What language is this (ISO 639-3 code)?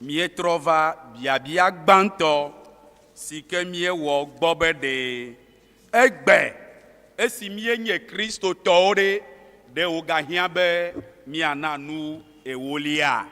ewe